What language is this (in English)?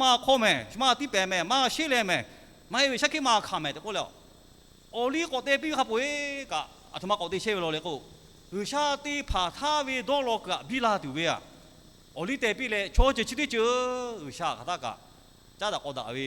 Lahu